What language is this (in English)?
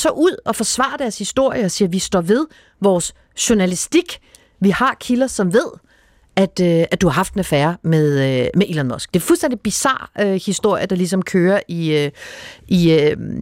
Danish